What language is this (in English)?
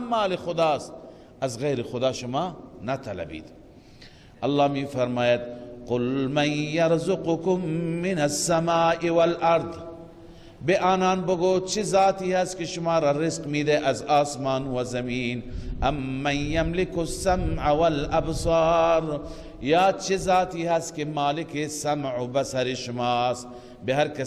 Persian